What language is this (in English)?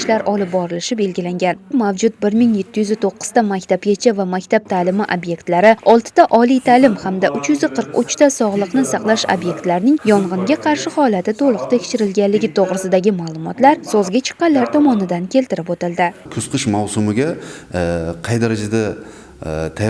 Uzbek